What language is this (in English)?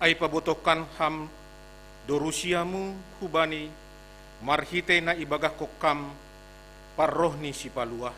Batak Simalungun